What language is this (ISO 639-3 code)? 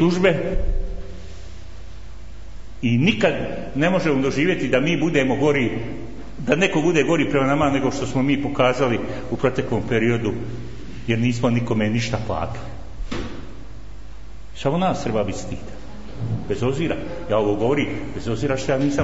bos